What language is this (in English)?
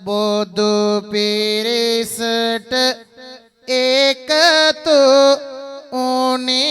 Sinhala